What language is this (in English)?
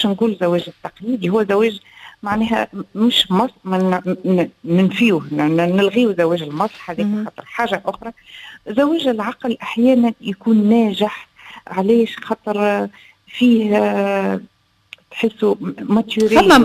Tunisian Arabic